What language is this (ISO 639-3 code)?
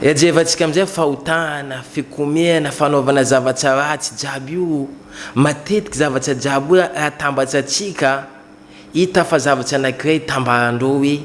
mlg